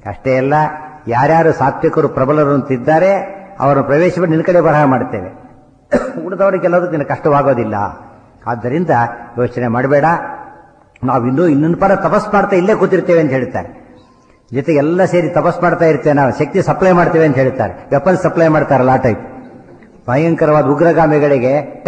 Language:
Kannada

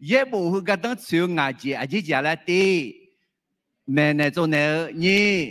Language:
Akha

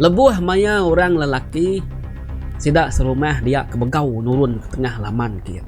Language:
Iban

